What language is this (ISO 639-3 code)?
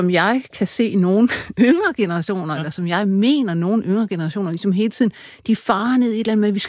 dan